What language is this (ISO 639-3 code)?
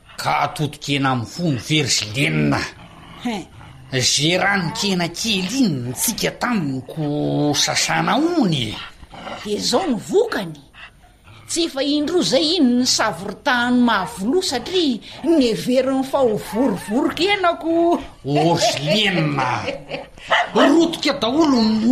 mlg